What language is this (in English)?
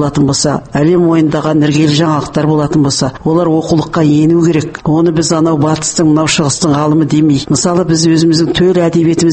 Kazakh